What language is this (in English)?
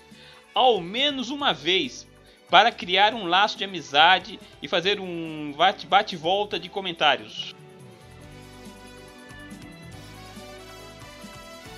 Portuguese